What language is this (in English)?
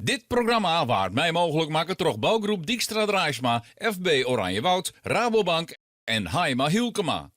Western Frisian